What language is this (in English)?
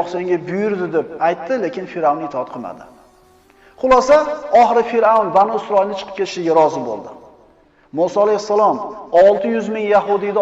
Uzbek